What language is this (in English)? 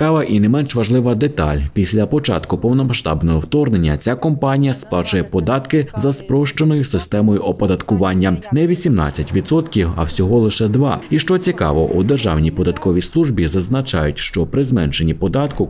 Ukrainian